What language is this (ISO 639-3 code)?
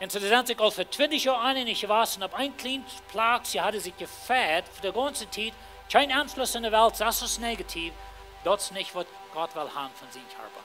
pdt